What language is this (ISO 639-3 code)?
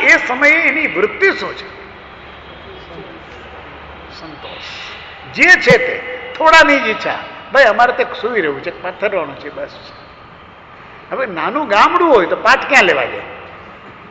guj